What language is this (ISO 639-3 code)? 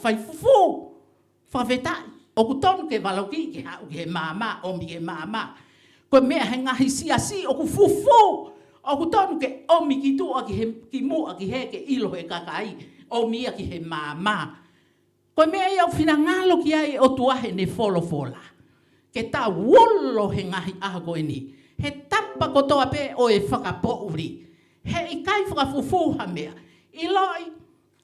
ton